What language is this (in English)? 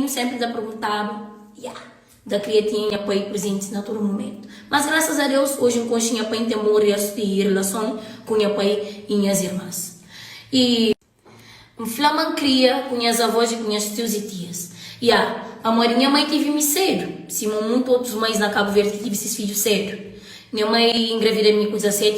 Kabuverdianu